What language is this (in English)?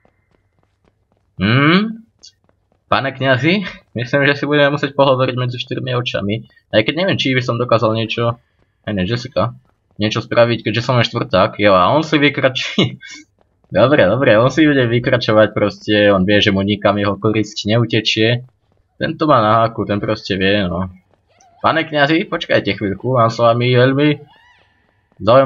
Slovak